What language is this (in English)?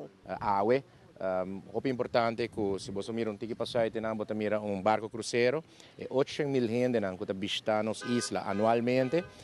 Papiamento